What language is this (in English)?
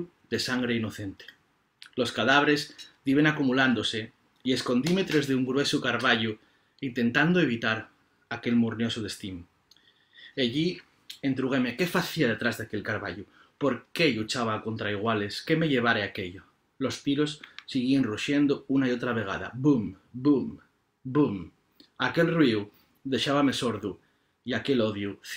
Asturian